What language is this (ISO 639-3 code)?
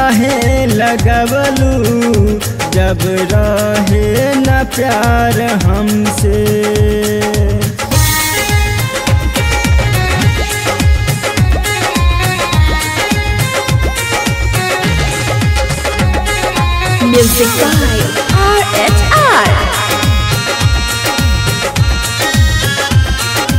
bho